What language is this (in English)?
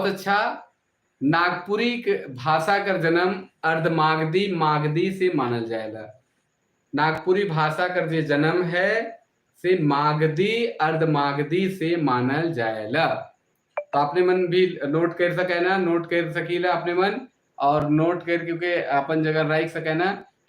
Sadri